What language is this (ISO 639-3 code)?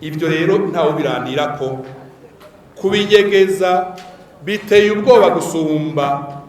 run